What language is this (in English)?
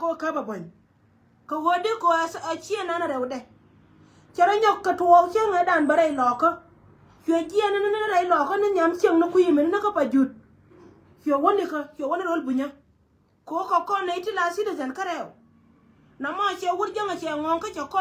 Nuer